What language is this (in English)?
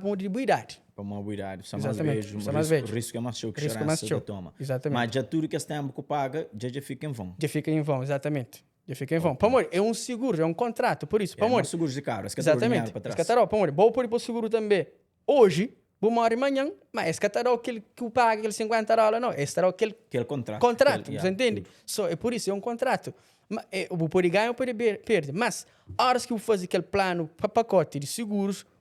Kabuverdianu